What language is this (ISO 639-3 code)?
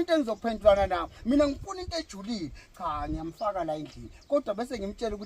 zul